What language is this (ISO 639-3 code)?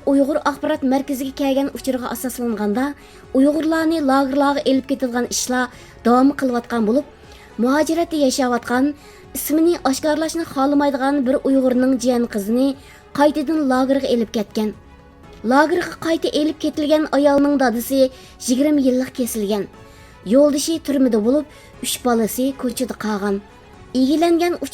uig